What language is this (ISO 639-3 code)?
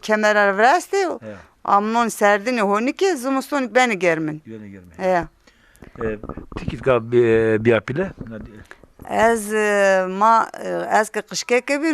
zza